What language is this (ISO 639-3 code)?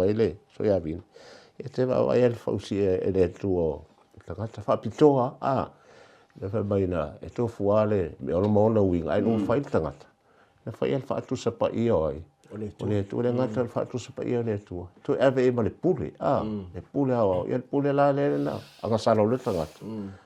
smo